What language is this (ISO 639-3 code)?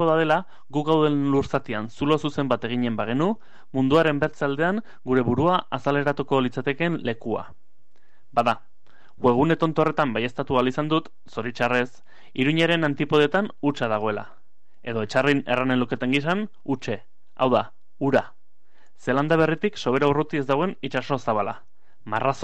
eus